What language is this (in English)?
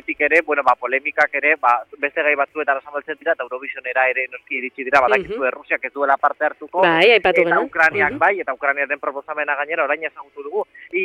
Basque